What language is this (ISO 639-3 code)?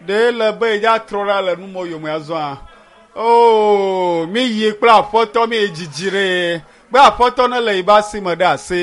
ewe